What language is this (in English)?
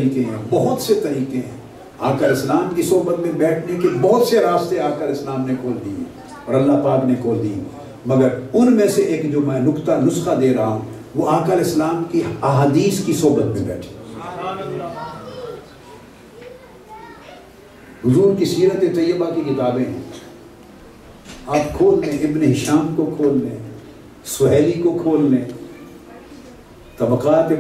Urdu